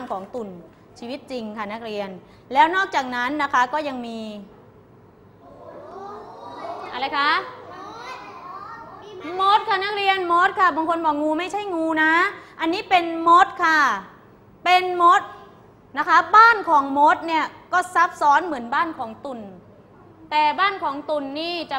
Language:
Thai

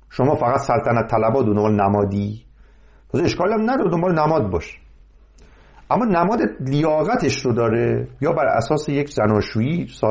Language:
Persian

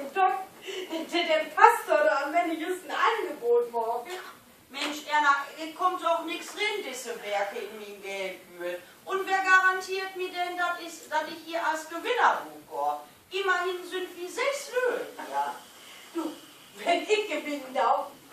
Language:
Low German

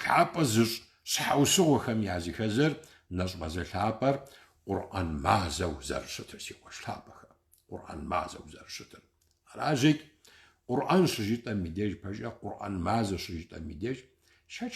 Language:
Kabardian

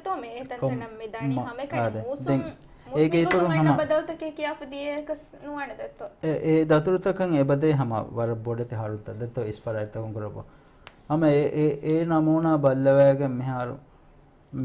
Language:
Divehi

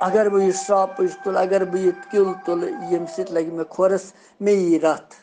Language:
Kashmiri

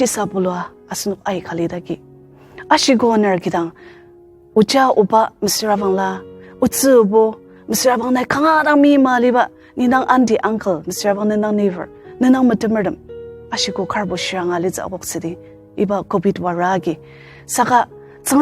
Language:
Ao Naga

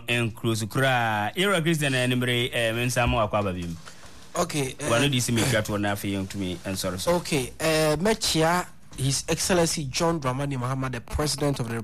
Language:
Akan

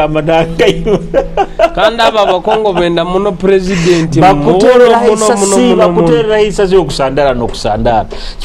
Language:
Nyoro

